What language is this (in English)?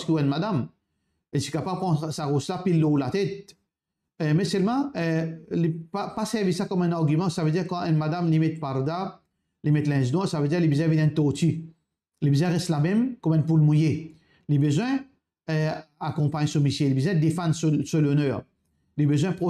Morisyen